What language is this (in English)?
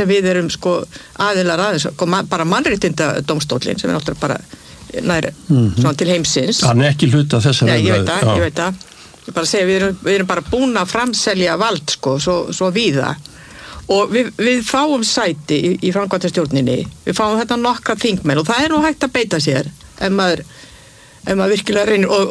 Icelandic